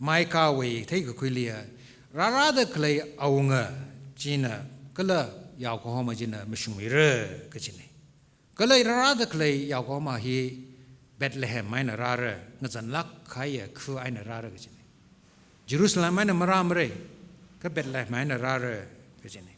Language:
Tangkhul Naga (India)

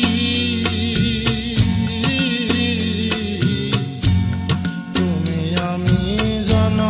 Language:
Bangla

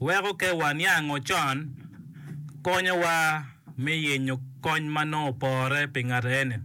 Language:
Acoli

